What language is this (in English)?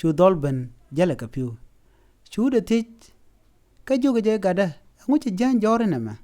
Nuer